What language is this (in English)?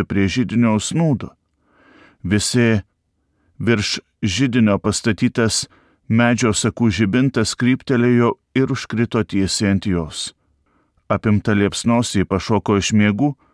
Lithuanian